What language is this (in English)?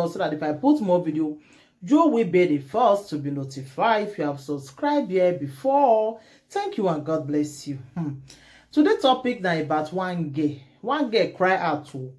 Nigerian Pidgin